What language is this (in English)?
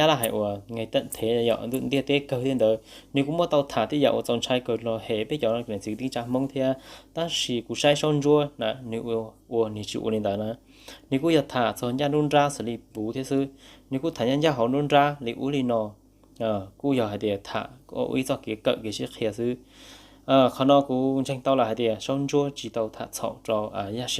Hmong